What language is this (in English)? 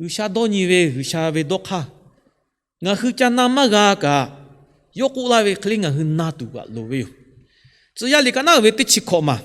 Lahu